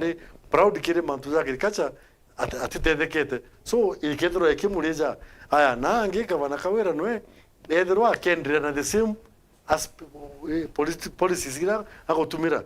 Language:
Meru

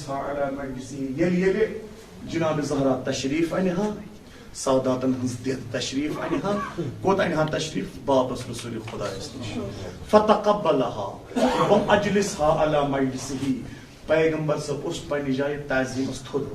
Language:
Kashmiri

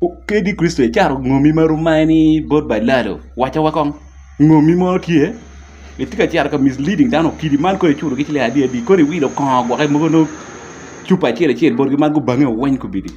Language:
Acoli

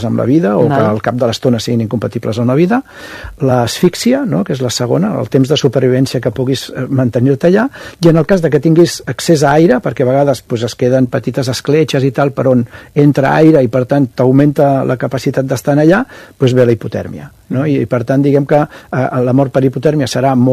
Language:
Catalan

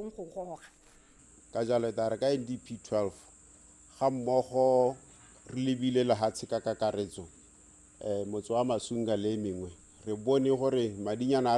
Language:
Tswana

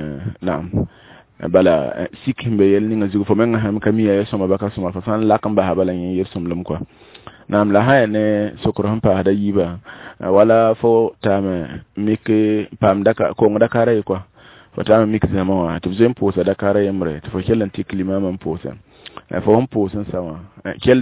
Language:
Mossi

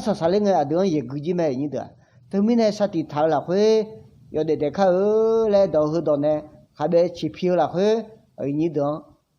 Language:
Akha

